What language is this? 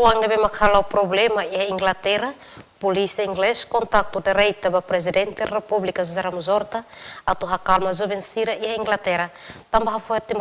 Tetum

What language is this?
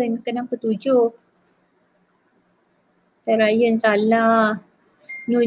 Malay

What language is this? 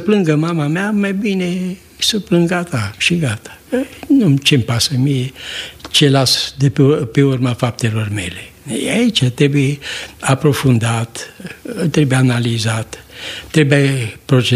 Romanian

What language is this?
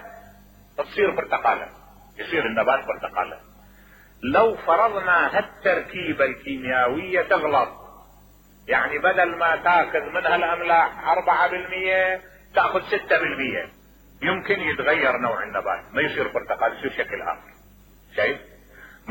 Mesopotamian Arabic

